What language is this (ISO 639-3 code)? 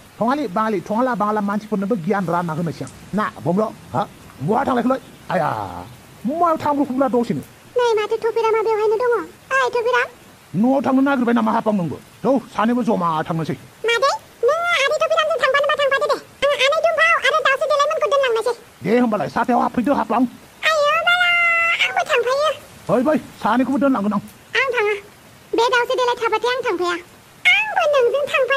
brx